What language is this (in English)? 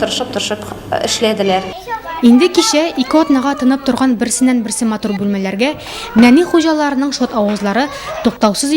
Tatar